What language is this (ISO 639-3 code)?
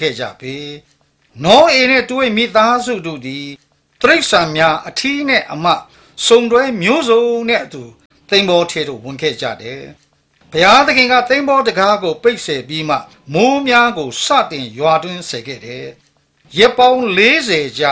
mya